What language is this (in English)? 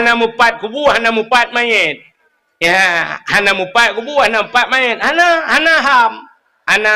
Achinese